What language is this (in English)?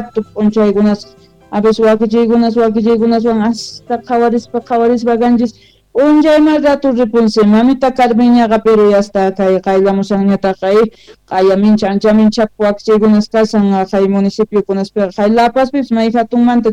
South Bolivian Quechua